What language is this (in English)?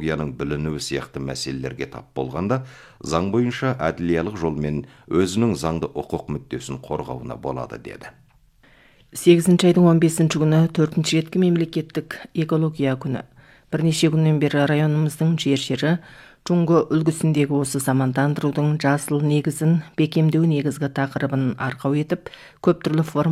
Kazakh